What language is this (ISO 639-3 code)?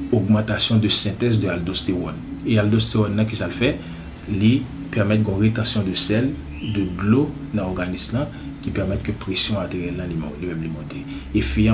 hat